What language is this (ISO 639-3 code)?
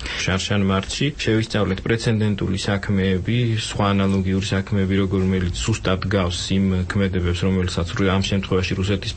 kat